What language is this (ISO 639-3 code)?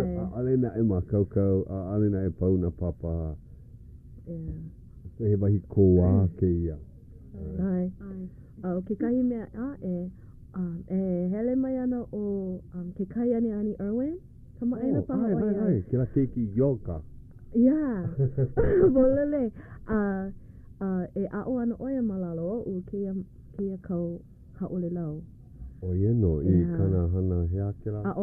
haw